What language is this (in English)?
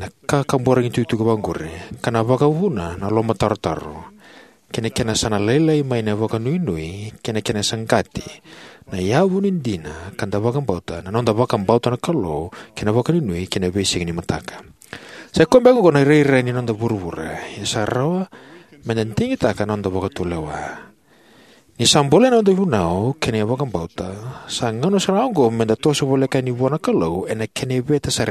Fijian